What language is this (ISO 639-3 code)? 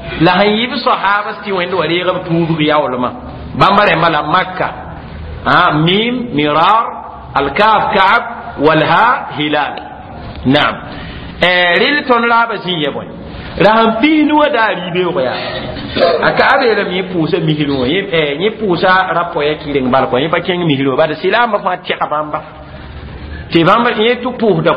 mos